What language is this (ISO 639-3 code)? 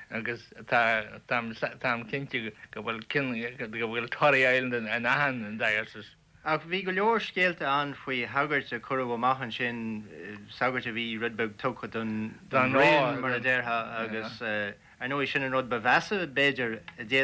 gle